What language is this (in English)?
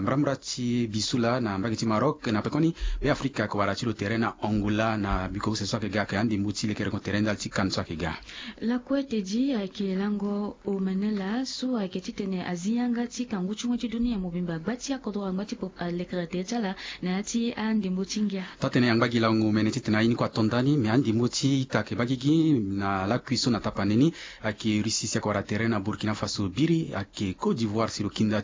Sango